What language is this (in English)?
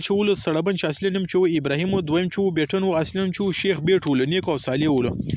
Pashto